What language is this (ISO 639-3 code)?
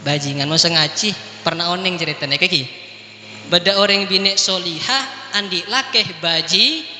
mad